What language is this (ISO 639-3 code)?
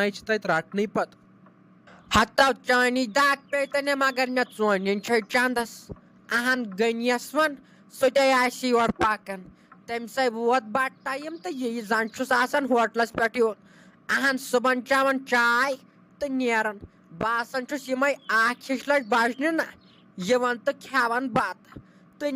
kas